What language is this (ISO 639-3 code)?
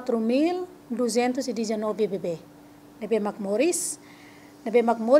tet